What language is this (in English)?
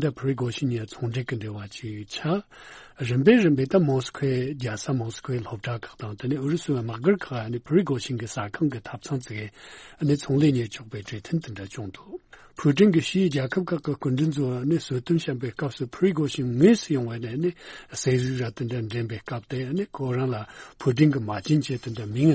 Tibetan